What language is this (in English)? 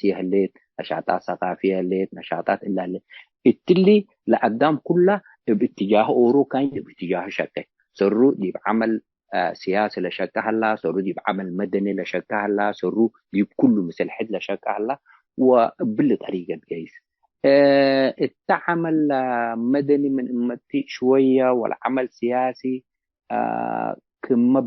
Tigre